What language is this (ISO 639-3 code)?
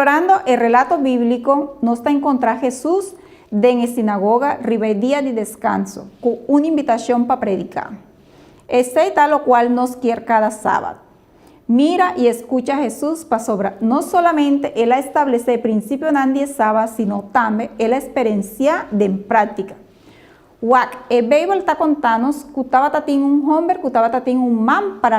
pap